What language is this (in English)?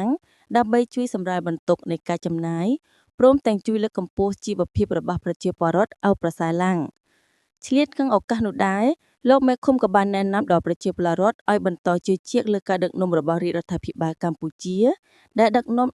Khmer